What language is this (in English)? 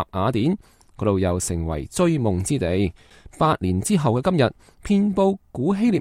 Cantonese